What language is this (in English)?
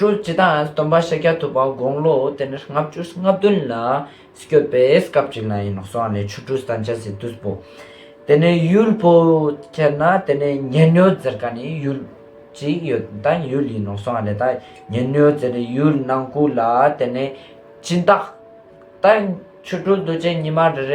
Ladakhi